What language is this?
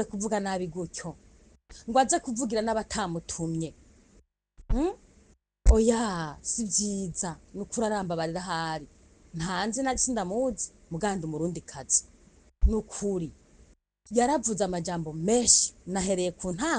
Rundi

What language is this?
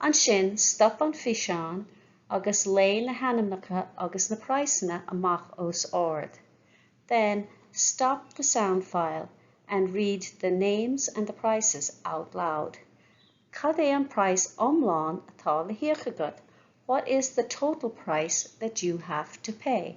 Irish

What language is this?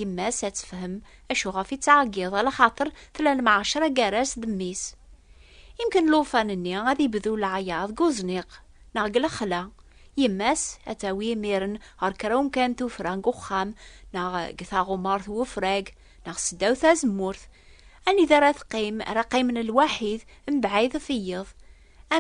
Kabyle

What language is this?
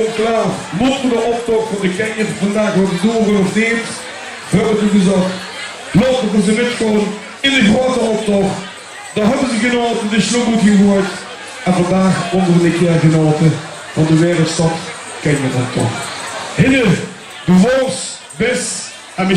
Limburgish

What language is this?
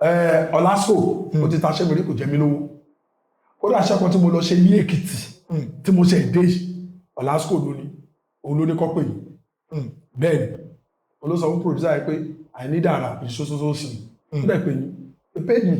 Yoruba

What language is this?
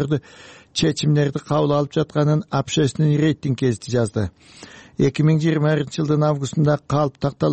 Kyrgyz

